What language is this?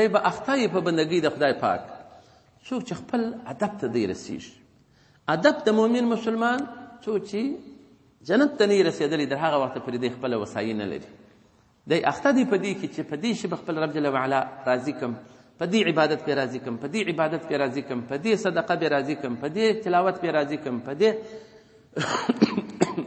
Pashto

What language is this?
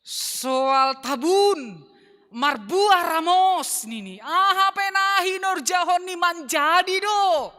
Batak Simalungun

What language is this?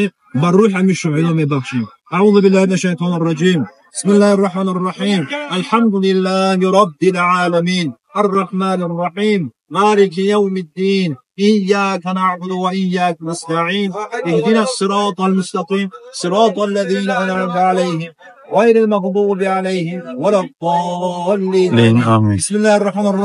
Tajik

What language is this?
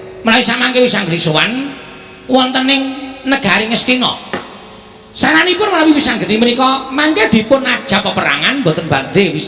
Javanese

